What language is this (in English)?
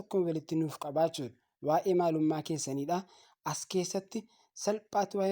Oromo